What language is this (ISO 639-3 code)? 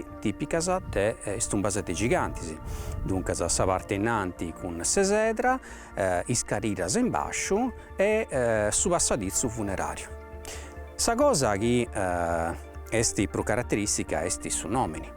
srd